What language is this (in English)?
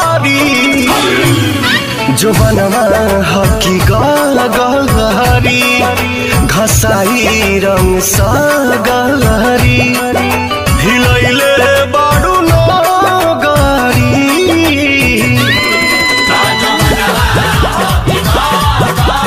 Bhojpuri